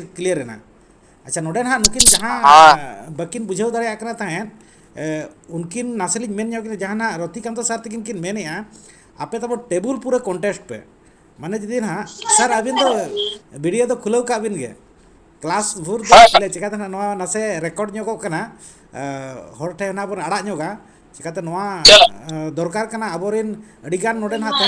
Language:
Santali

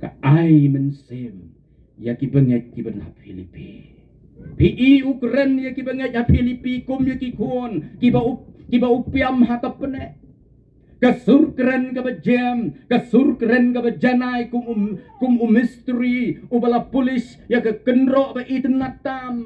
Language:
Khasi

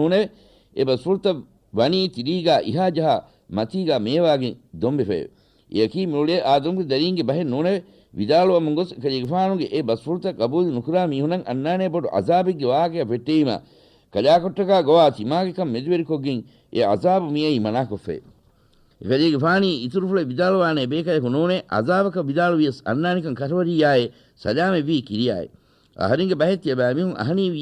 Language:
Divehi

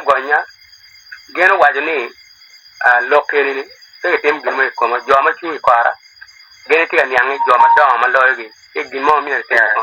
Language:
Acoli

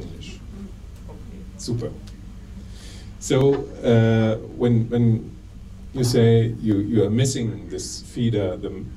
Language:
German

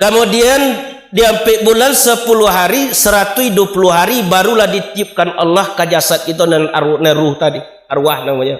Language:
Minangkabau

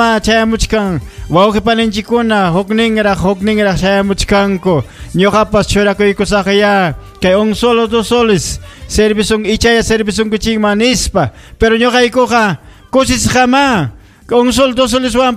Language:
Ayacucho Quechua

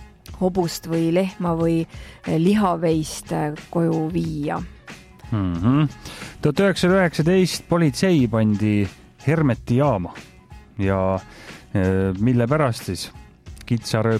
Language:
Estonian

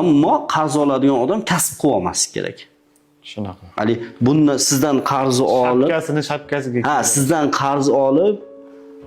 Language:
Uzbek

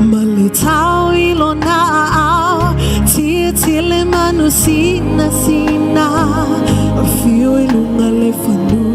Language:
Samoan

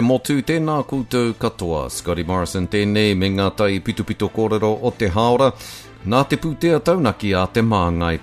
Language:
Māori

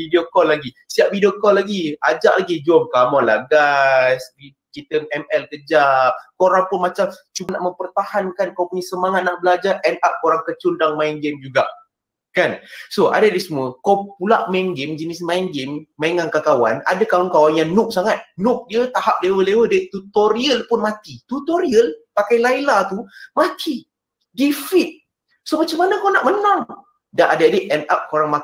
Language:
Malay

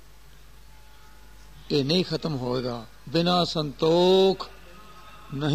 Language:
Punjabi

